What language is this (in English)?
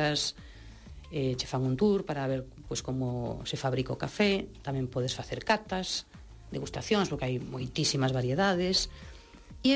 Galician